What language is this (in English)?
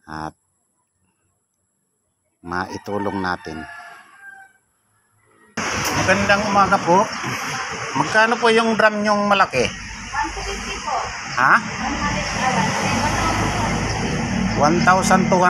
Filipino